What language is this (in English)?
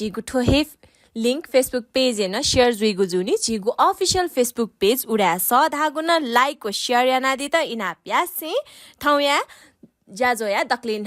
Newari